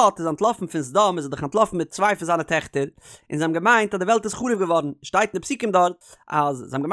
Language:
Yiddish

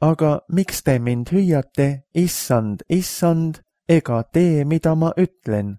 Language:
Estonian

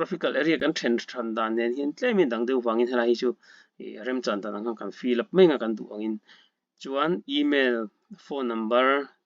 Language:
Mizo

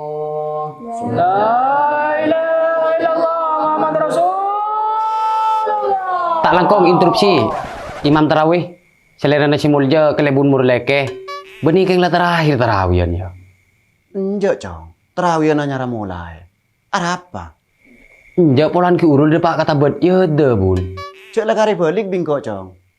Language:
Madurese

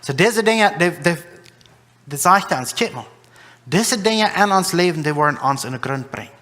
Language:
Plautdietsch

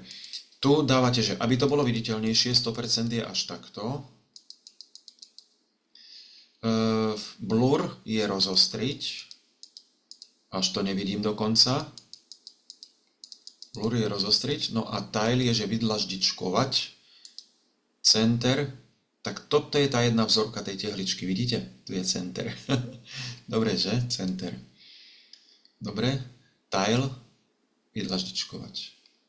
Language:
Slovak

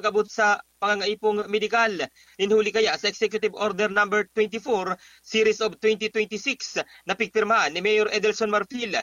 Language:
Bikol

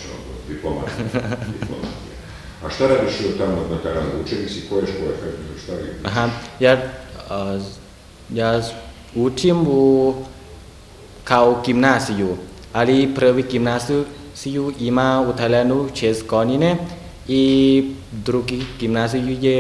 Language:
Serbian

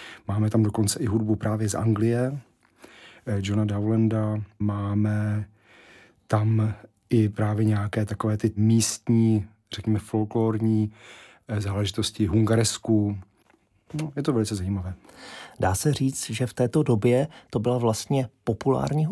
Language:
Czech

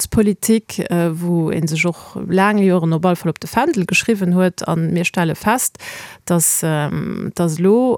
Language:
Luxembourgish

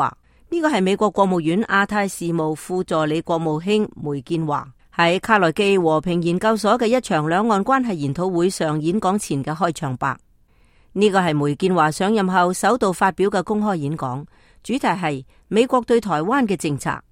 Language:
Cantonese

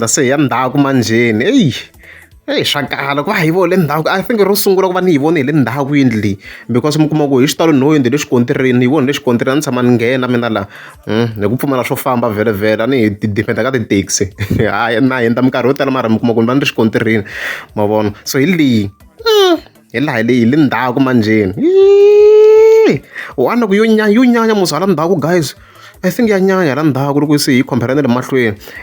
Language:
Tsonga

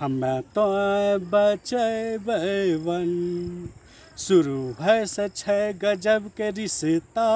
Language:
Angika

